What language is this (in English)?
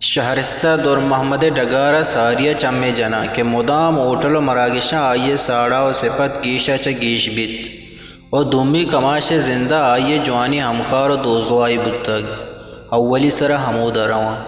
Eastern Balochi